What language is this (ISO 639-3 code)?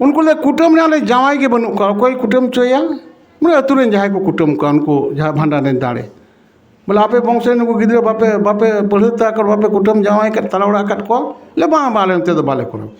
sat